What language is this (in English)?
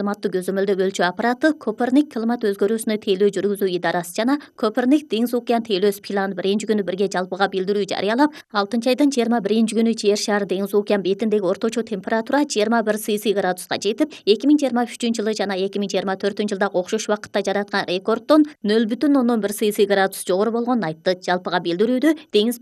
Kyrgyz